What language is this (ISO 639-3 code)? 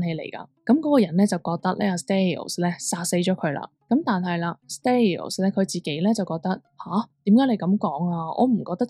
yue